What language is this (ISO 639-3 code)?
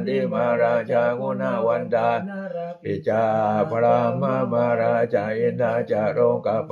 pli